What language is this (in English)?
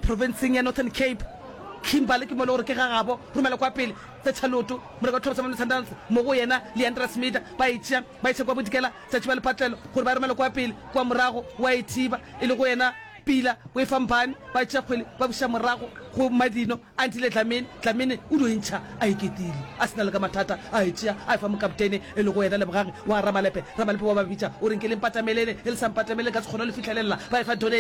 Northern Sotho